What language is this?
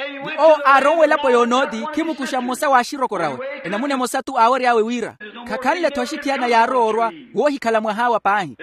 Makhuwa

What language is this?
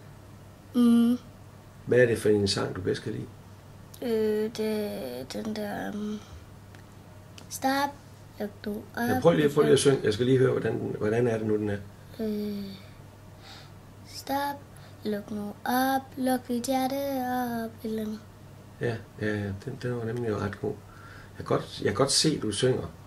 Danish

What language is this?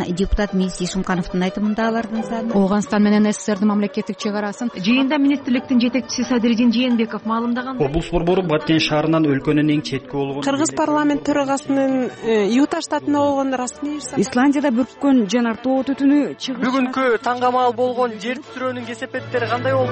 Kyrgyz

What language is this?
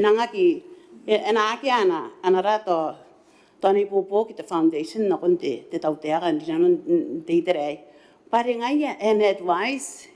Gilbertese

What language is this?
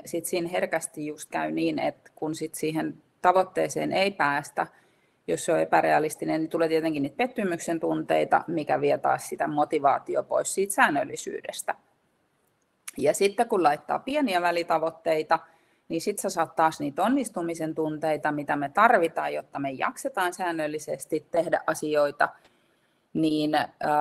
Finnish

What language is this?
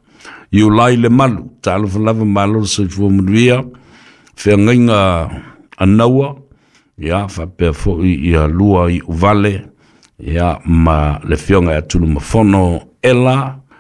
Samoan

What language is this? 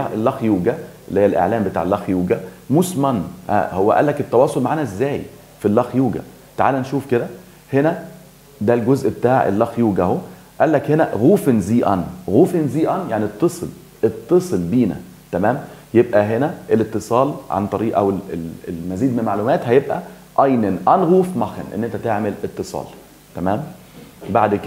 Egyptian Arabic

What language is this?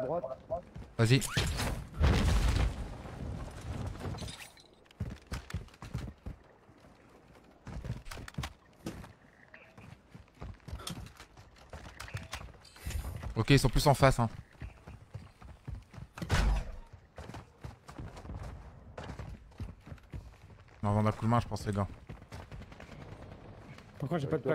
French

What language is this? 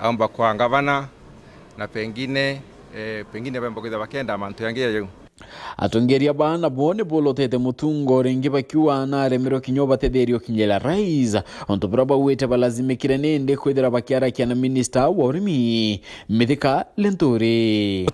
Meru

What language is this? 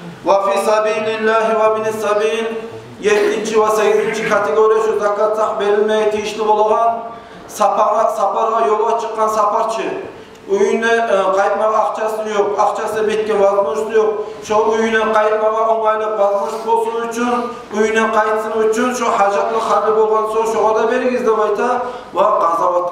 Kumyk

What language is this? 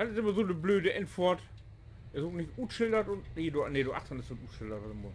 Low German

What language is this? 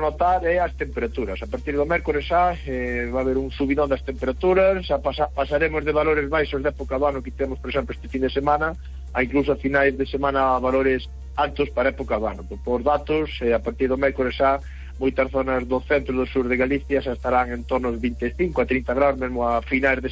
Galician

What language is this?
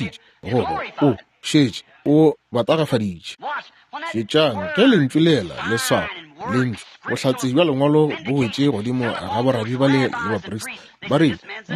Northern Sotho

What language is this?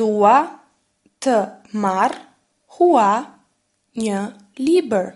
Albanian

